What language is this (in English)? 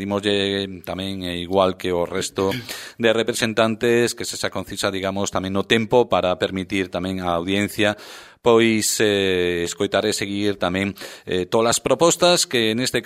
Galician